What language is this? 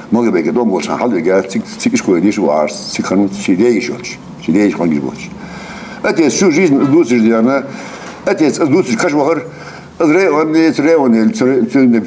Ingush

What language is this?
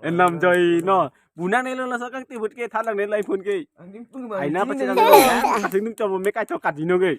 Karbi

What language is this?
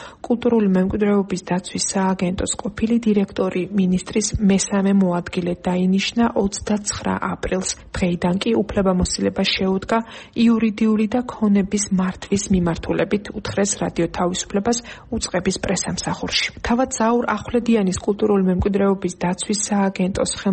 Georgian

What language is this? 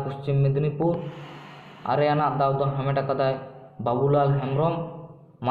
Santali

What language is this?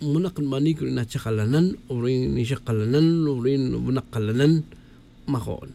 Tz'utujil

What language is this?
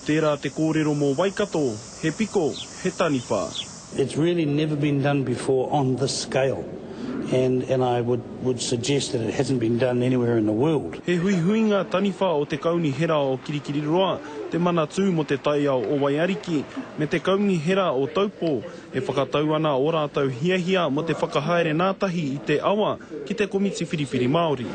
Māori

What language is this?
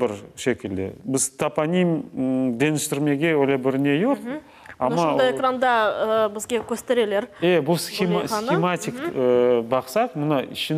Crimean Tatar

